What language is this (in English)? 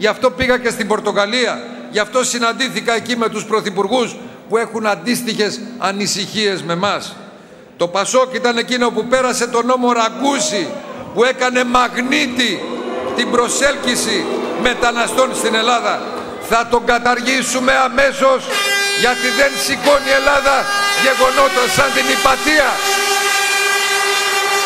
Greek